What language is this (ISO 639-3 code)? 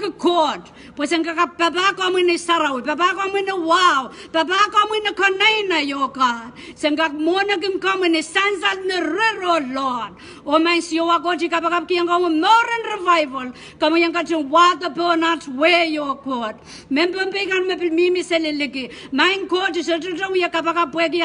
pon